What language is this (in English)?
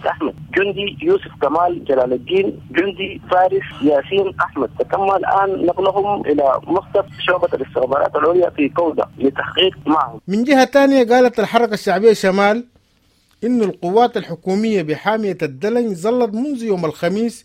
Sudanese Arabic